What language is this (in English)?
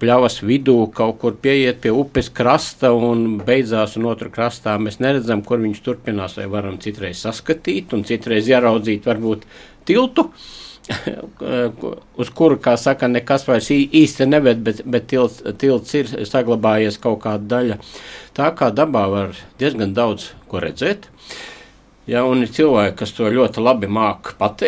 Latvian